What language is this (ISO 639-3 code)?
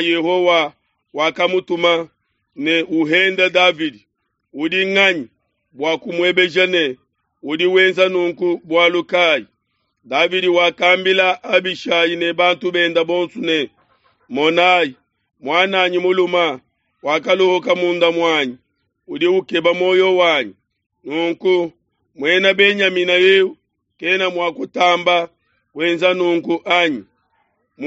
lua